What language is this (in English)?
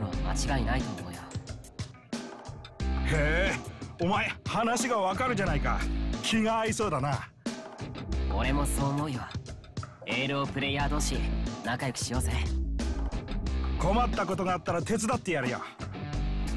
Japanese